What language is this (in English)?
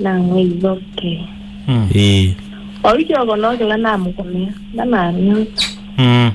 Kamba